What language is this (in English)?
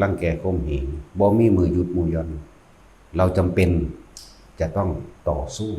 Northeastern Thai